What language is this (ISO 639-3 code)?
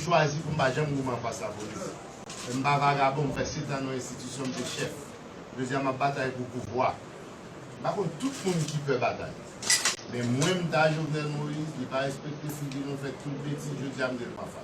hat